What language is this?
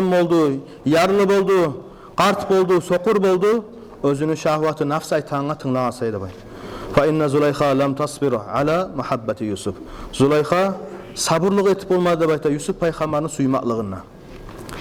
Kumyk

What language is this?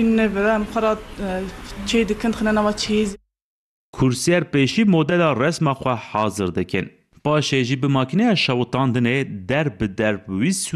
Kurdish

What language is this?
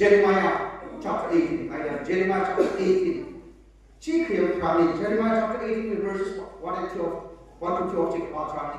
Tangkhul Naga (India)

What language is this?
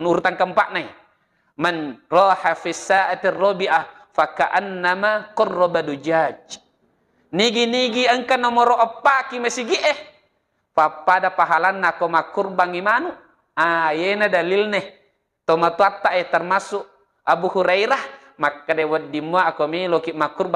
Buginese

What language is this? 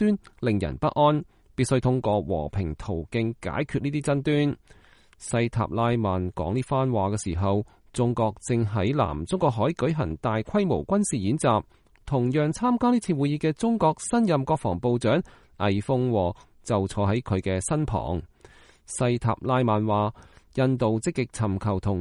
Cantonese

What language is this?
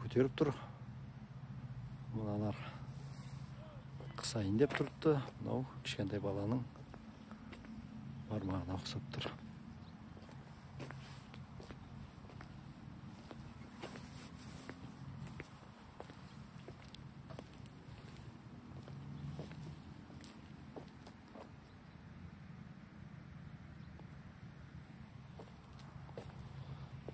Kazakh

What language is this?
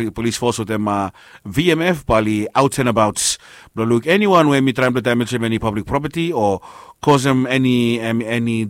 Bislama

